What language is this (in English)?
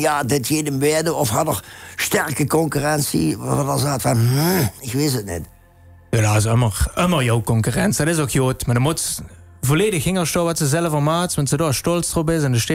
Limburgish